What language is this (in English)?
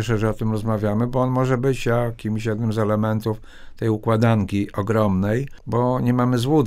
Polish